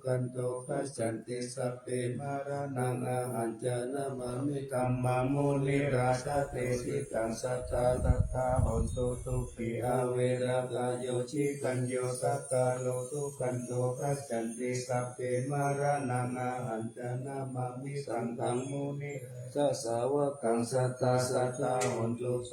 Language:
Pali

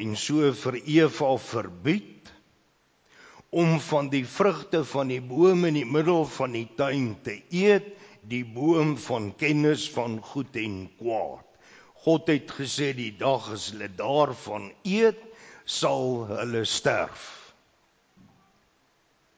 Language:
Afrikaans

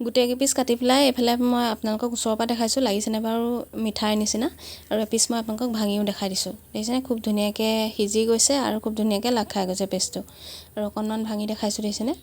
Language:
Assamese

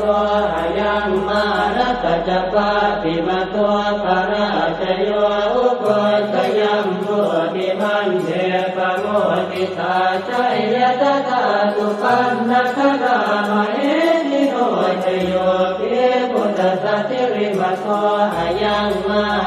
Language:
Pali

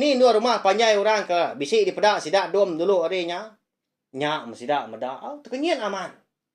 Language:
Iban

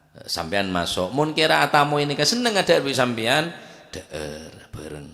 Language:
Madurese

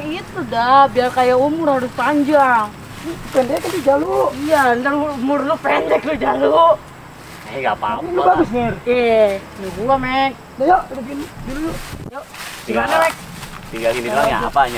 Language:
Betawi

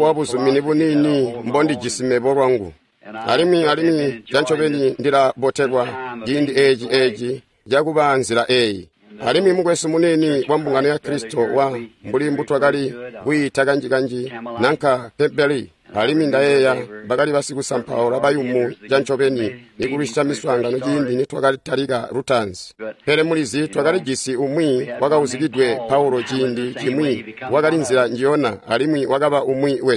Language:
Tonga (Zambia)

